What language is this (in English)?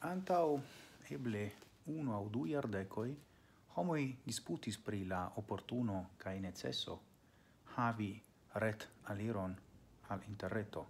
Esperanto